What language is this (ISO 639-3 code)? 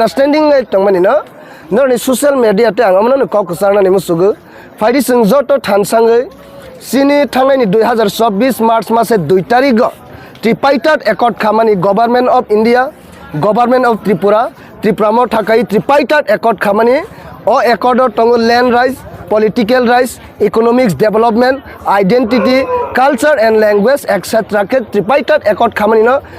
trp